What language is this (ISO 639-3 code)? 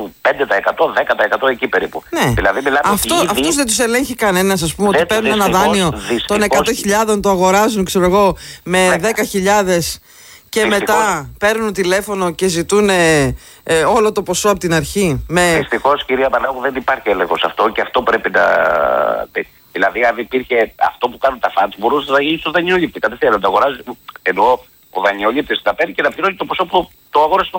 ell